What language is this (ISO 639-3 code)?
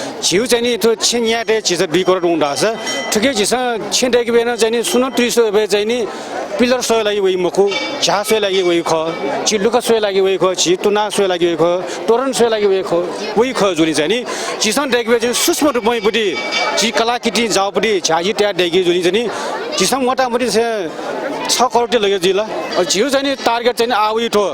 new